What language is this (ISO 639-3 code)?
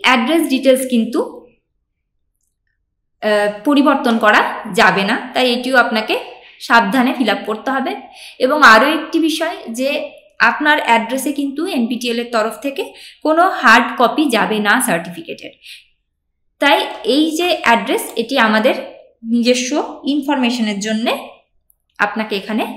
ben